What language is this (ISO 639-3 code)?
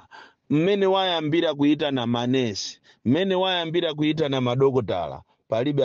nya